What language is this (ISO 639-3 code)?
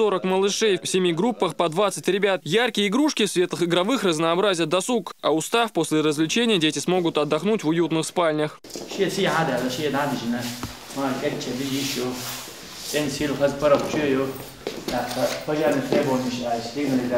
che